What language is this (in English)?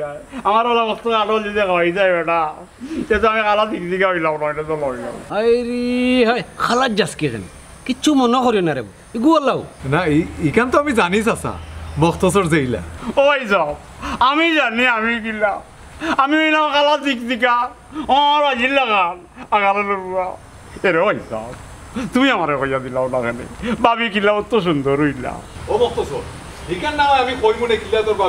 Sylheti